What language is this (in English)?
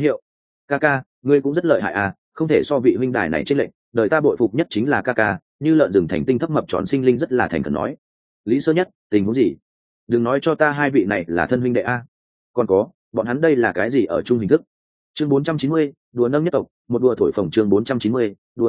Vietnamese